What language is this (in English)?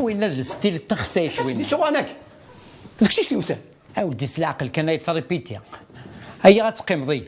Kabyle